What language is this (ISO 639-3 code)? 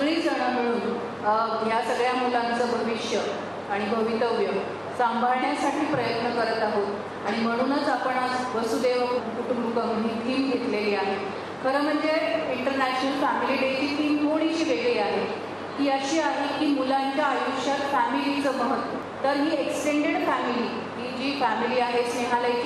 mar